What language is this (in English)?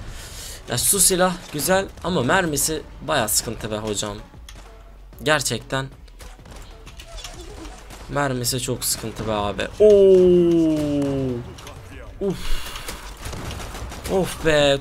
Turkish